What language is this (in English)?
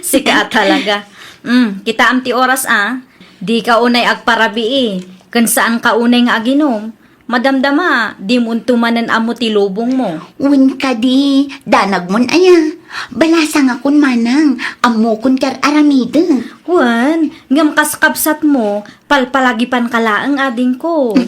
Iloko